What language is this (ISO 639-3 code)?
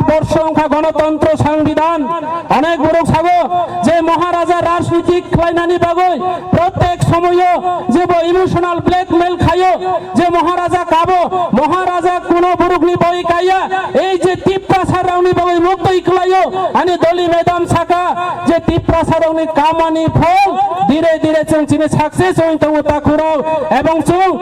trp